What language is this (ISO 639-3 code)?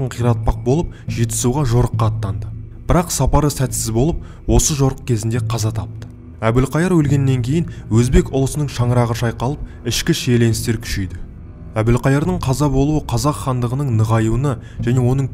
kaz